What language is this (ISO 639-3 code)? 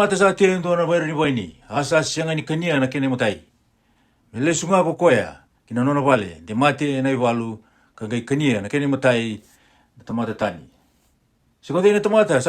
fij